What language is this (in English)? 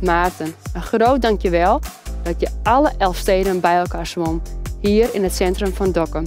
Western Frisian